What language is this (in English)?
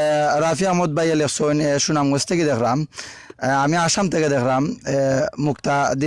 Sylheti